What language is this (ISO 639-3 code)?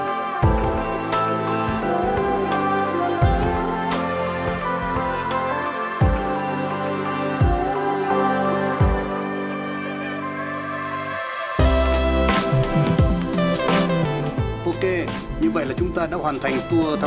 vie